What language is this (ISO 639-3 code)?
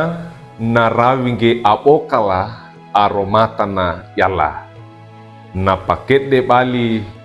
wew